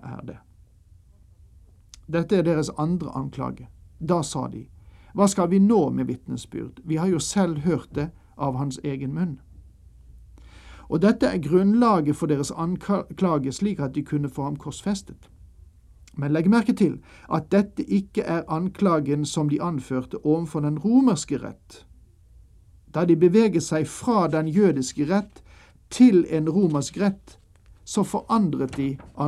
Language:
Norwegian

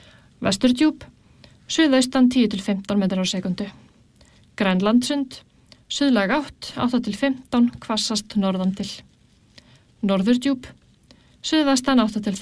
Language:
Icelandic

